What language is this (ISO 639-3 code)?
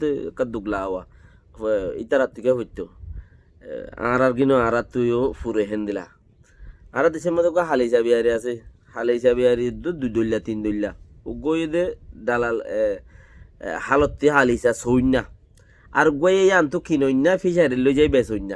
rhg